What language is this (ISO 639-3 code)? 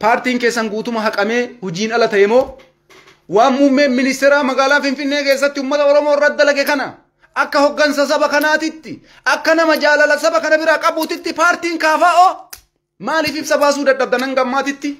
orm